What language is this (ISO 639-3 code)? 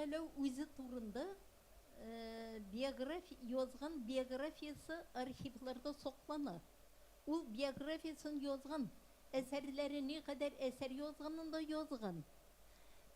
tat